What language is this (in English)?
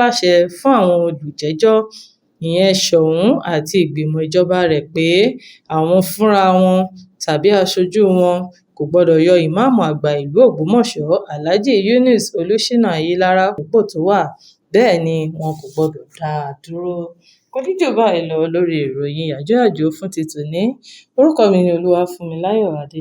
Yoruba